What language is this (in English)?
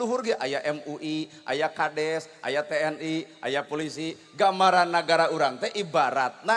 Sundanese